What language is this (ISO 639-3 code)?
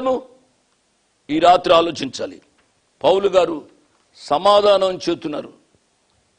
tel